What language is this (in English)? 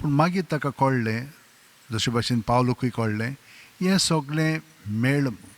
Konkani